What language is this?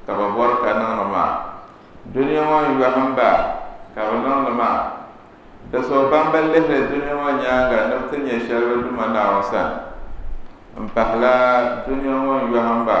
Dagbani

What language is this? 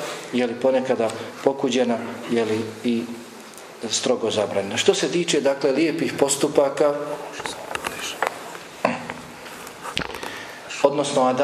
Bosnian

